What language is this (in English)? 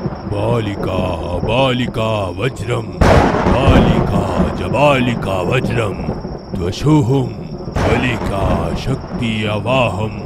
Odia